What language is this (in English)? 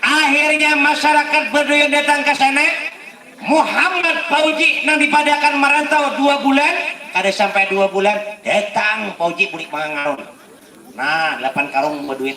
Banjar